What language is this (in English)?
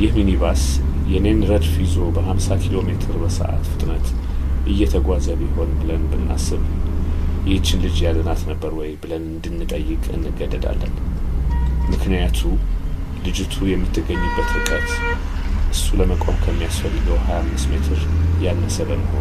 Amharic